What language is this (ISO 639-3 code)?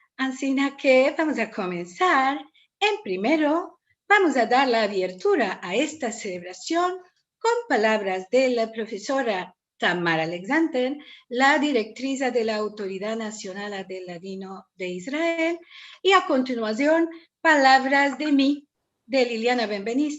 lad